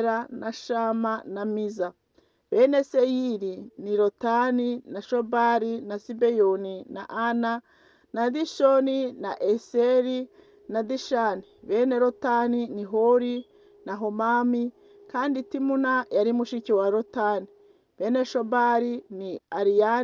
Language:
Kinyarwanda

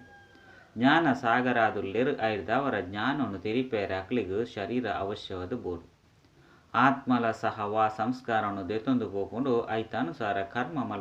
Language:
Tulu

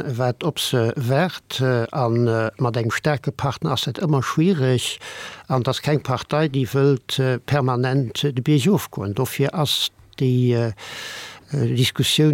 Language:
Luxembourgish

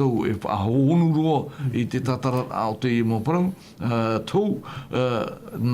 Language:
Tahitian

